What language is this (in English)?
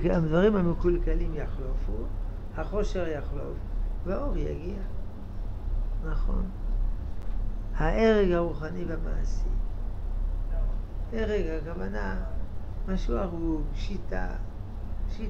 Hebrew